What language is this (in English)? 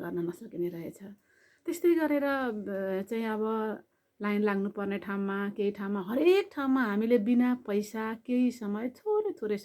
Nepali